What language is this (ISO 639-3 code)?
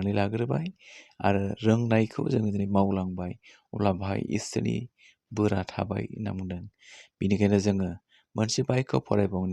brx